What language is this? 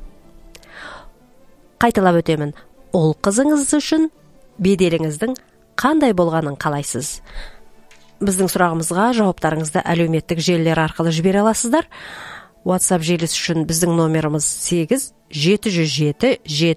Kazakh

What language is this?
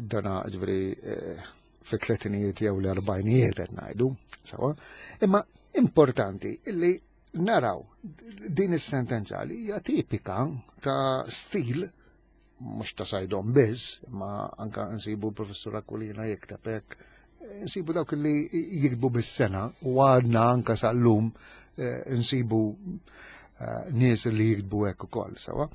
Maltese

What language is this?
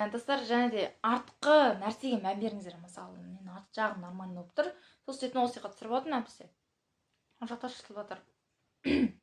Kazakh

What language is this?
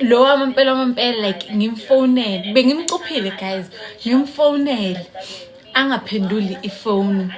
Zulu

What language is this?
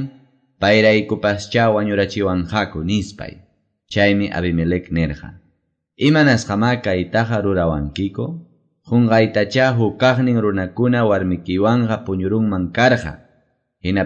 Quechua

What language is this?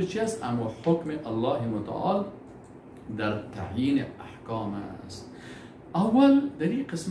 Persian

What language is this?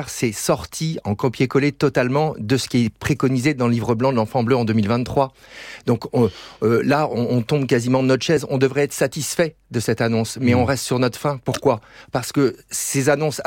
French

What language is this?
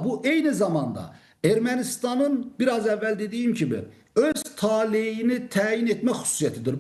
Azerbaijani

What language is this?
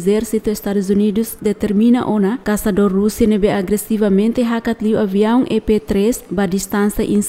Tetum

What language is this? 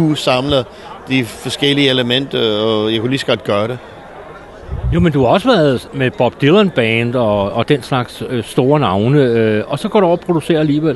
Danish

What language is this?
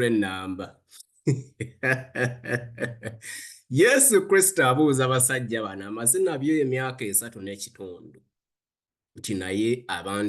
Ganda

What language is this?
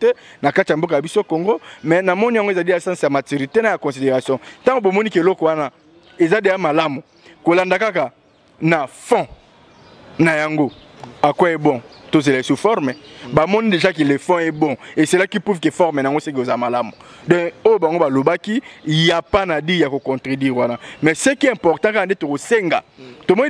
Lingala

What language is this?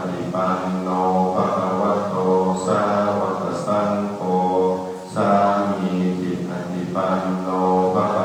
Pali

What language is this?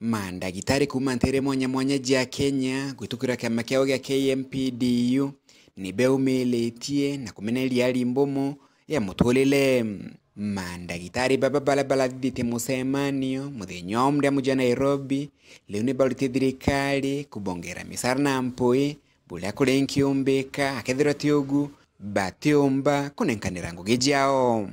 Meru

